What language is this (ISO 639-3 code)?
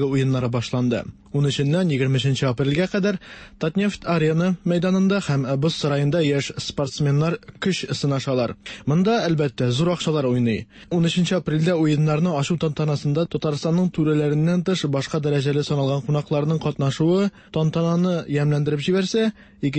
tat